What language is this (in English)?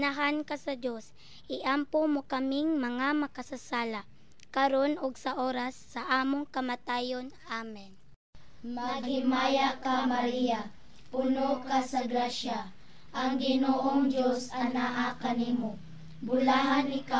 Cebuano